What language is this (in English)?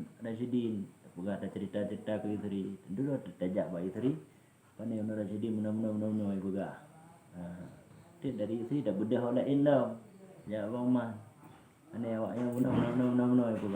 Achinese